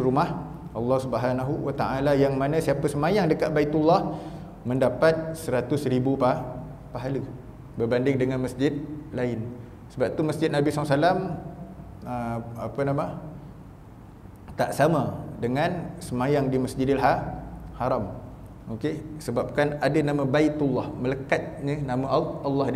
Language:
Malay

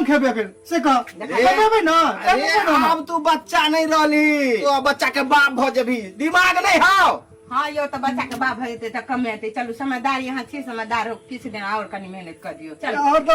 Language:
Maithili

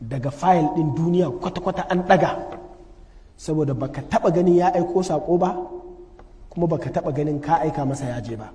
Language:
Hausa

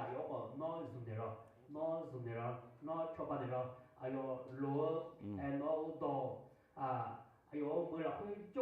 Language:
Akha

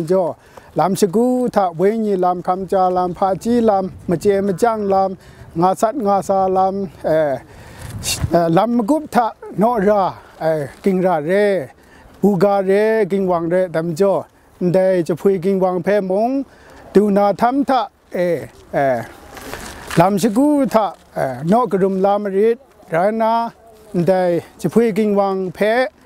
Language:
Kachin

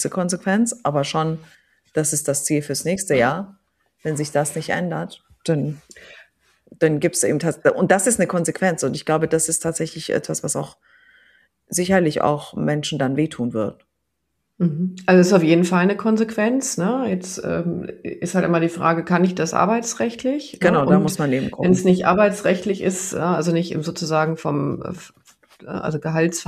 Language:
German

